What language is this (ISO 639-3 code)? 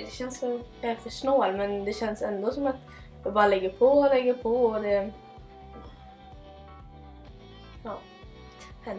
swe